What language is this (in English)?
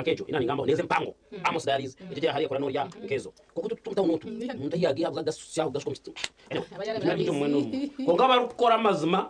Nyankole